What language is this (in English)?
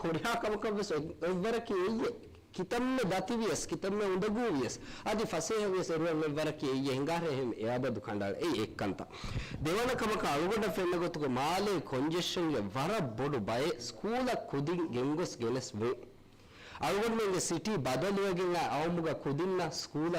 Divehi